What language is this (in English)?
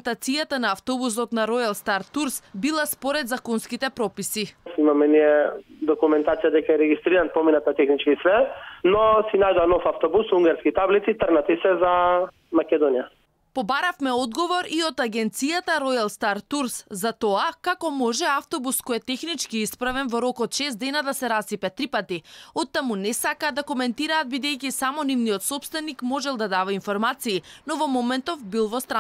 Macedonian